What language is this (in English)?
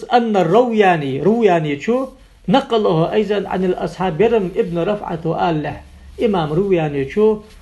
Ingush